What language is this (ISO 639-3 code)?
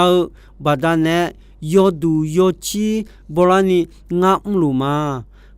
ahk